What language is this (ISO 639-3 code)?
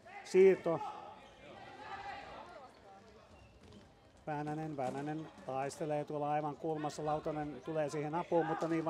fin